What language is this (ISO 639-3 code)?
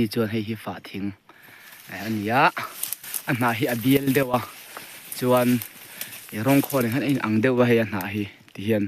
lus